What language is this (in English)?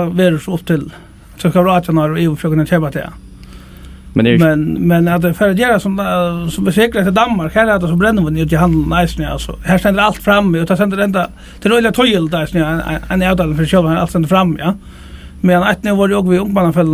Faroese